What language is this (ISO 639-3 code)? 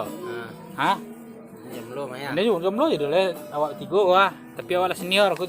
min